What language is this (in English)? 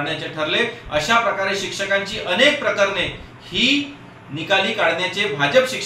Marathi